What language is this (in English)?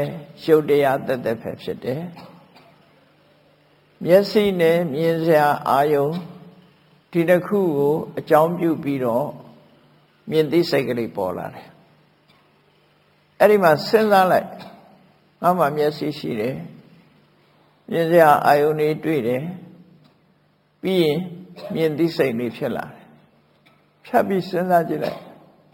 Burmese